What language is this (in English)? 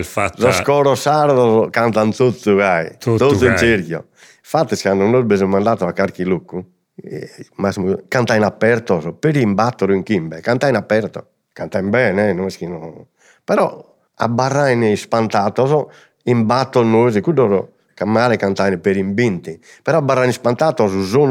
Sardinian